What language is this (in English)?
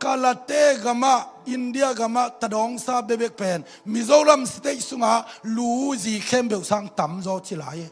Tedim Chin